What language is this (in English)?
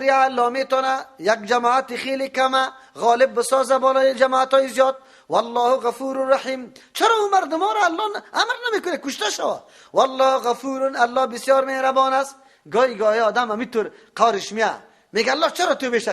Persian